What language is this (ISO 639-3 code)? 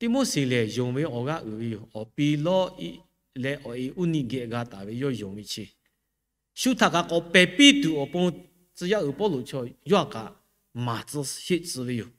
lhu